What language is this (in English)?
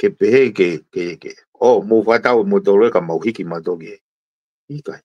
Tongan